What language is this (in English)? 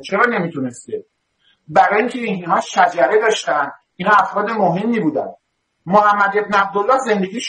Persian